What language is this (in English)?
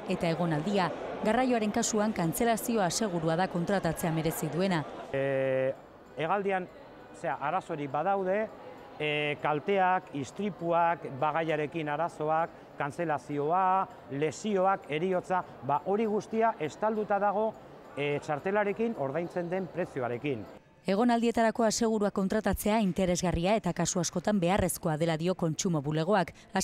Basque